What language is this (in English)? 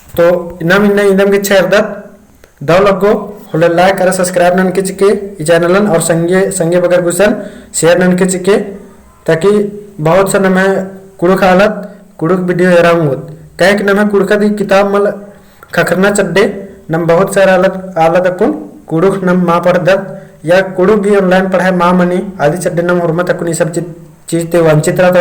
Kurukh